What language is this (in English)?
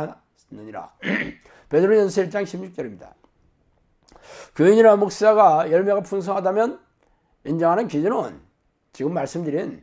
Korean